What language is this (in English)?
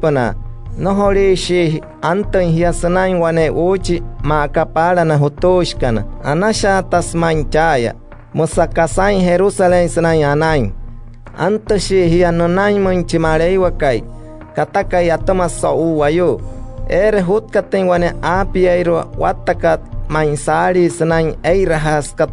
Wayuu